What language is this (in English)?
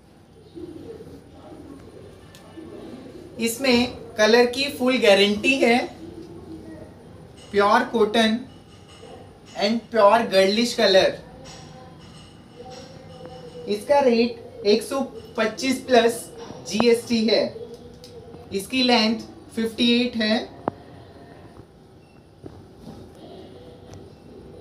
Hindi